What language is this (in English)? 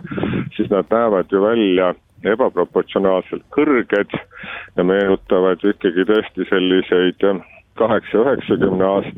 Estonian